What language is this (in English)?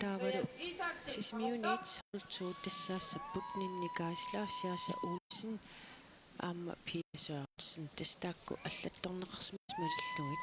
Kalaallisut